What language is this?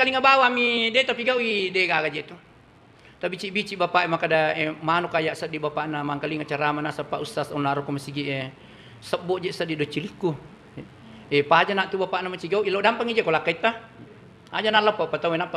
Buginese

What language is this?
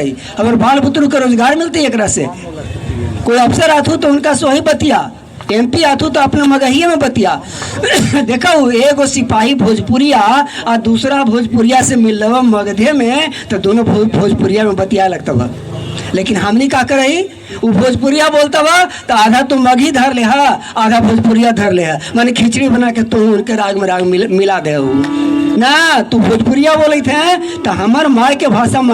Magahi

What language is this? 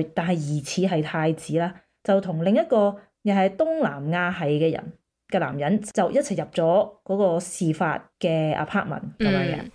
Cantonese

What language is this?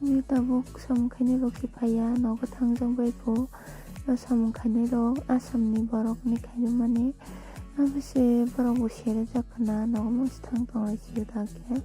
Kok Borok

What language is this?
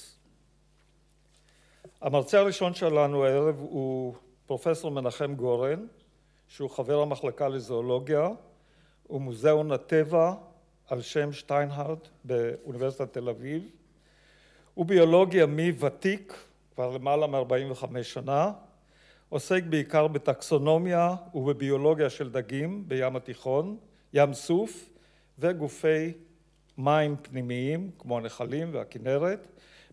Hebrew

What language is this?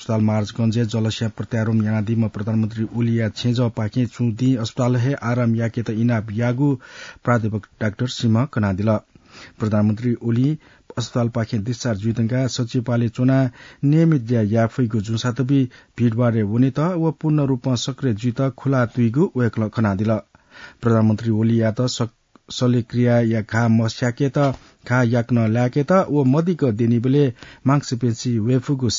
Newari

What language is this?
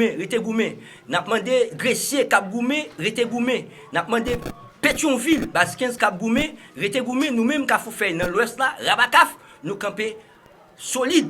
Haitian Creole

